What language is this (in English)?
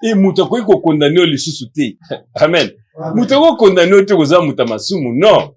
Lingala